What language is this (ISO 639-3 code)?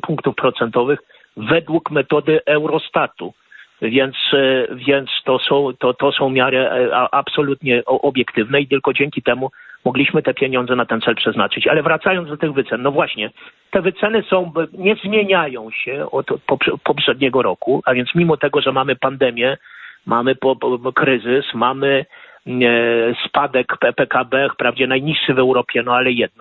pol